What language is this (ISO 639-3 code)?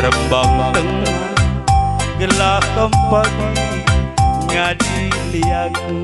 btx